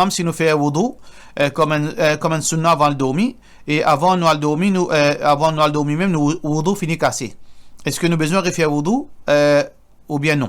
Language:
Morisyen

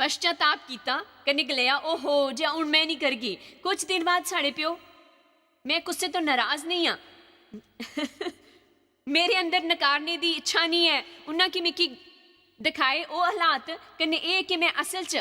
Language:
Dogri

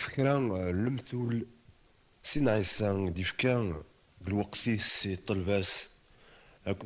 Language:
Kabyle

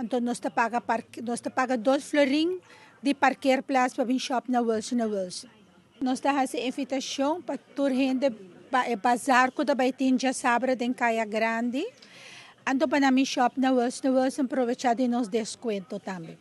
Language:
Papiamento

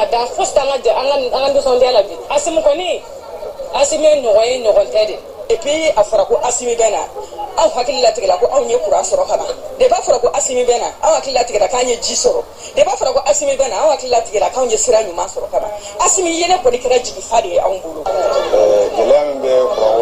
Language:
Bambara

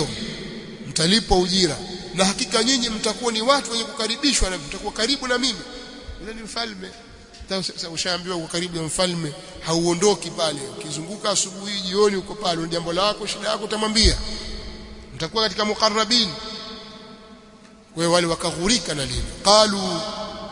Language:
Swahili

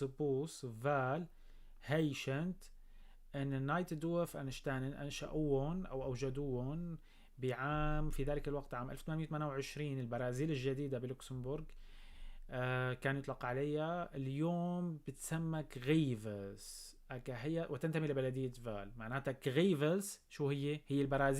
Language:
North Levantine Arabic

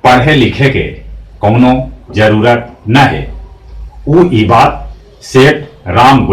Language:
Magahi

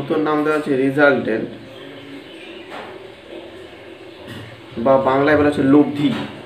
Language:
Bangla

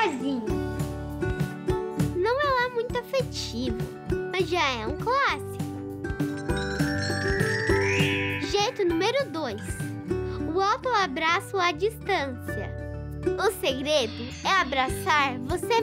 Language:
Portuguese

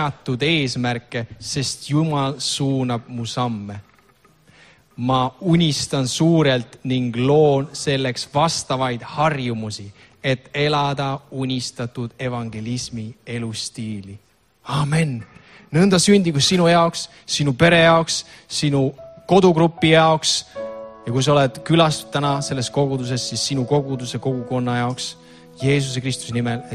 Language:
Estonian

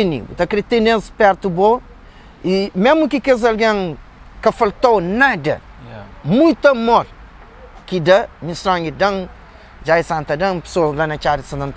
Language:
Kabuverdianu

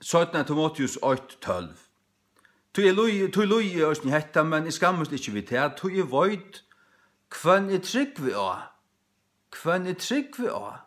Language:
Faroese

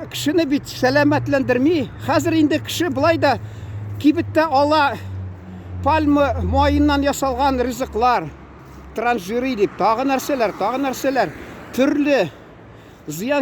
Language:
Tatar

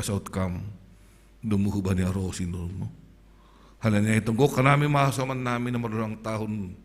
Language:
Batak Simalungun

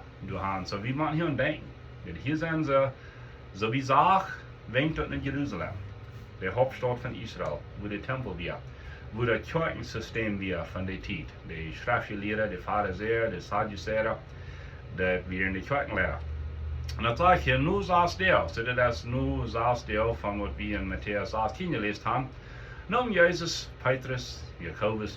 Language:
Plautdietsch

